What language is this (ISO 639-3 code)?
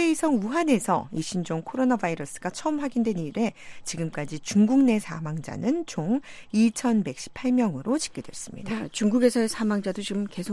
kor